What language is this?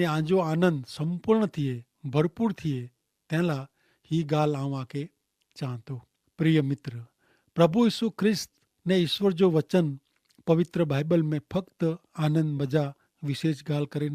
Kachhi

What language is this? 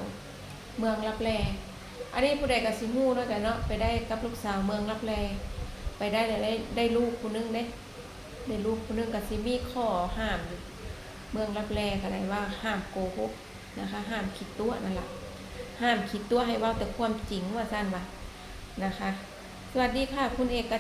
Northeastern Thai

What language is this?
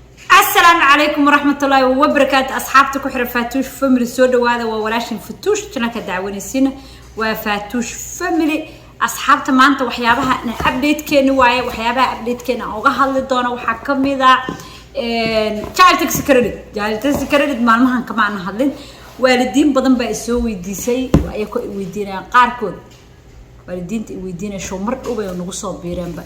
Somali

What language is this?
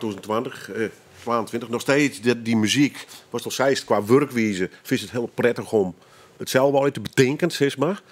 Western Frisian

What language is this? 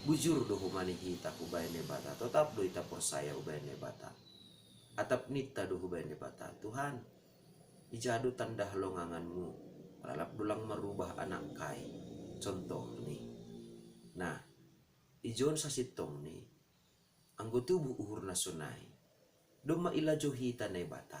Batak Simalungun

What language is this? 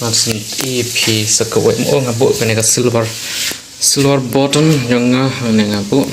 Khasi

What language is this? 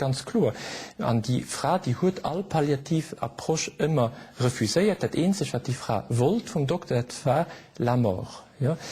Luxembourgish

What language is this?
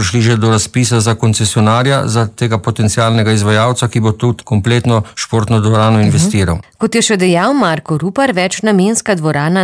Slovenian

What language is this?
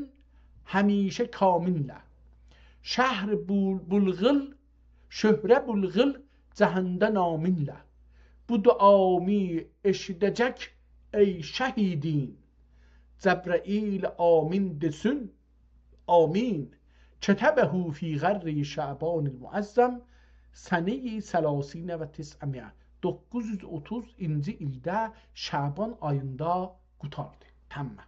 South Azerbaijani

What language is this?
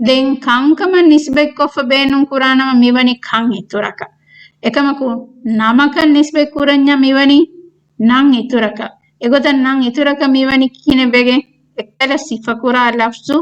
Divehi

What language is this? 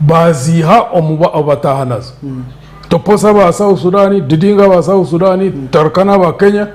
Nyankole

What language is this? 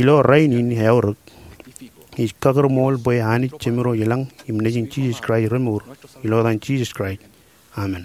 Marshallese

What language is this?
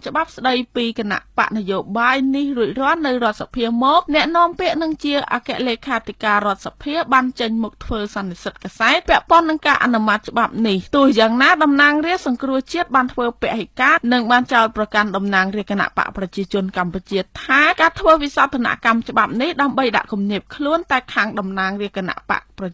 Khmer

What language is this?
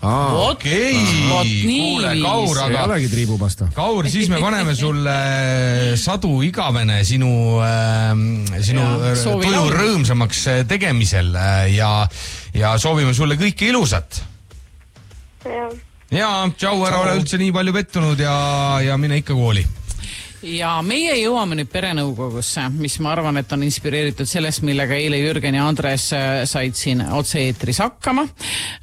Estonian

